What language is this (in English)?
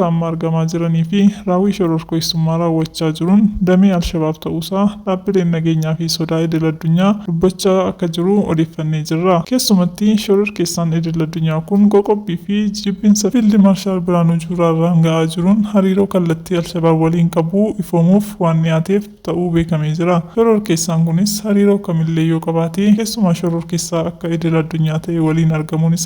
Oromo